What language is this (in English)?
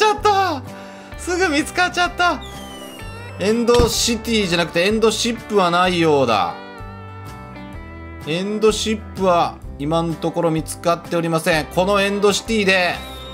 Japanese